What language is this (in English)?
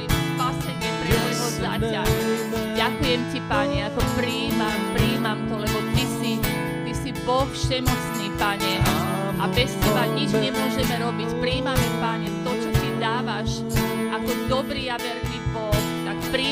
Slovak